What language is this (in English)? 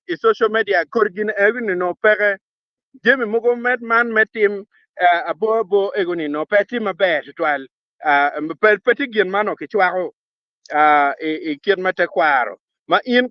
Acoli